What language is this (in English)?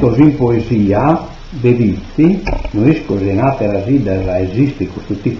Sardinian